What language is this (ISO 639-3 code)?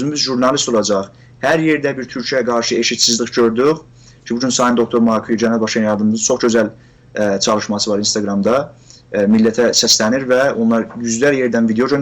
azb